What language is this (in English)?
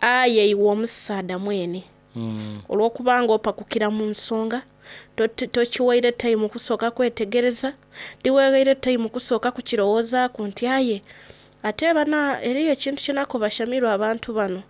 Soga